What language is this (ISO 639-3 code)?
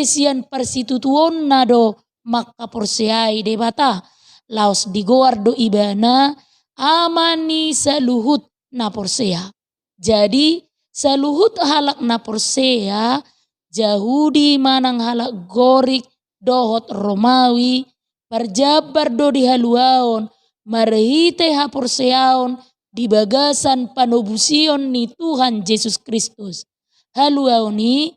bbc